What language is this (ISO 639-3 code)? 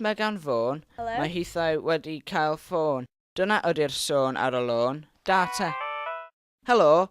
cym